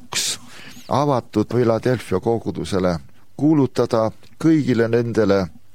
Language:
Estonian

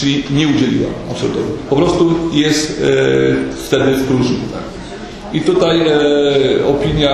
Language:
Polish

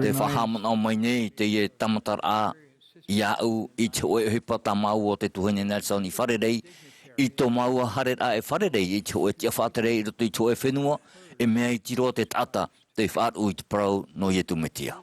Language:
Tahitian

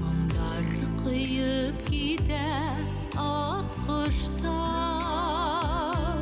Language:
Bashkir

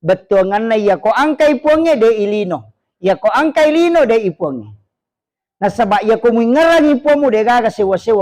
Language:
Buginese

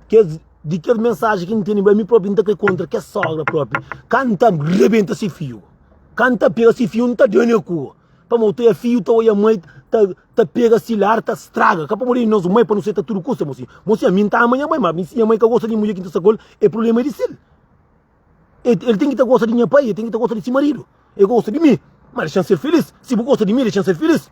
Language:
Kabuverdianu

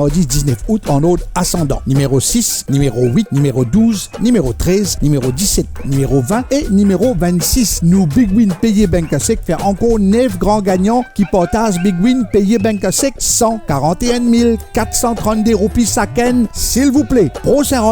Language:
Morisyen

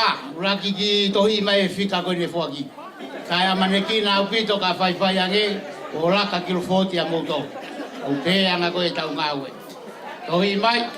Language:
Tongan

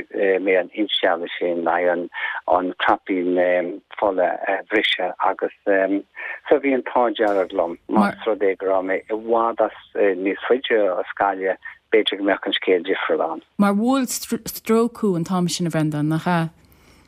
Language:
Irish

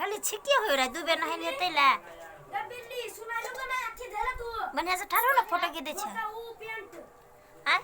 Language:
Maithili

